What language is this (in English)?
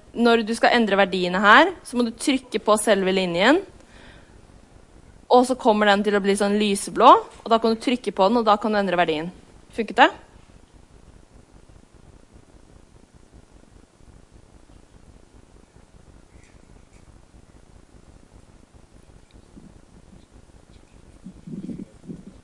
Norwegian